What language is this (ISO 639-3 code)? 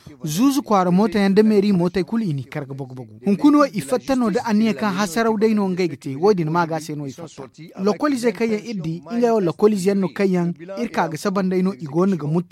dje